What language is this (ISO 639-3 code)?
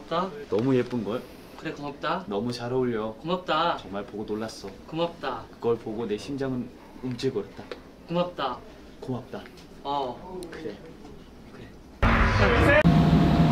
kor